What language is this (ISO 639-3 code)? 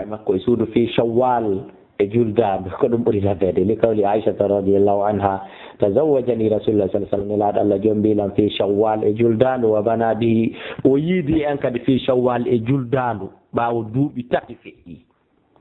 ful